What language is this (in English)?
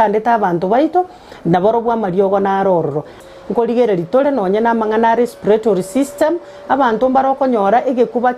Gusii